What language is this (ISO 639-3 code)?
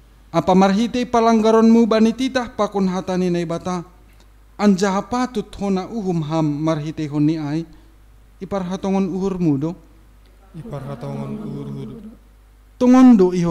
bts